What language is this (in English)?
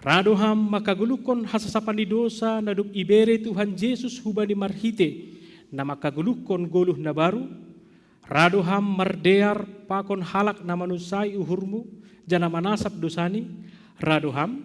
Batak Simalungun